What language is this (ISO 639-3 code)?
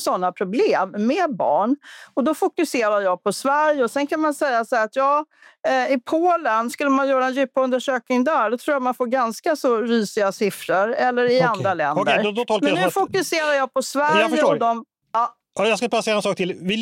swe